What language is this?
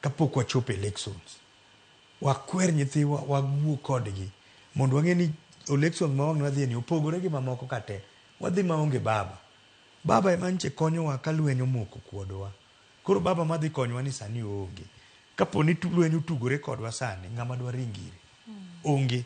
Luo (Kenya and Tanzania)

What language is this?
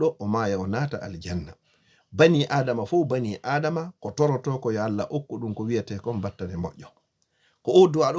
Fula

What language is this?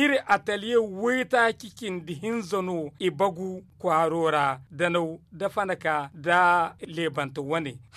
Zarma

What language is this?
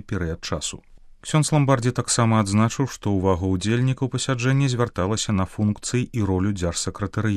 Belarusian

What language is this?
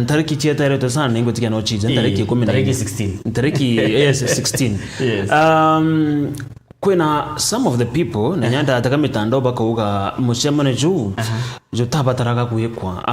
Meru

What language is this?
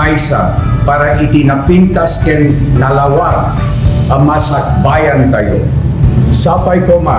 Iloko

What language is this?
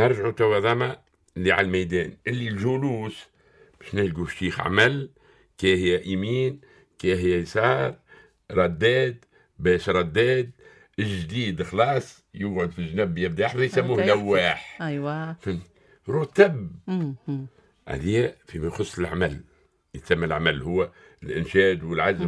Tunisian Arabic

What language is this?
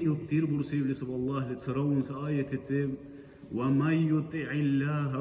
Dargwa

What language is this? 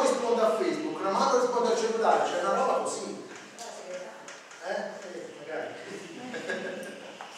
Italian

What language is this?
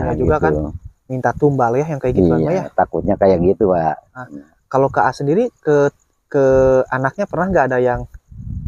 Indonesian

